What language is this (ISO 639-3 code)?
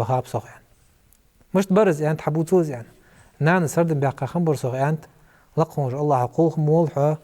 inh